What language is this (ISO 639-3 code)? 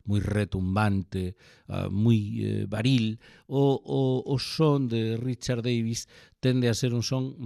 glg